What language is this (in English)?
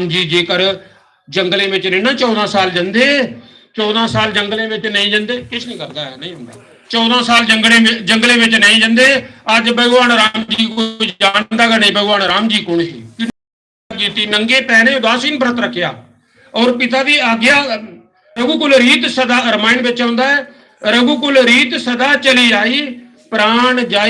Dogri